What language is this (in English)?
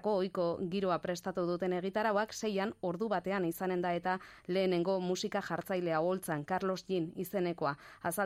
Basque